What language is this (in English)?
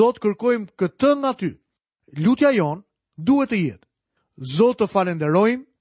Albanian